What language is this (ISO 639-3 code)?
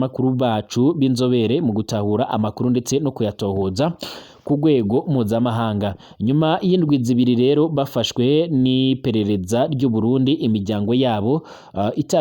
run